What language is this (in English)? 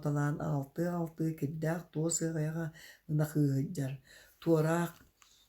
Yakut